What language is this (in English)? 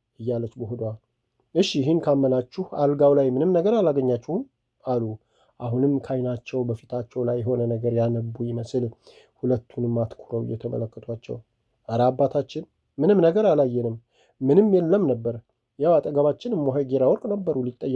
Amharic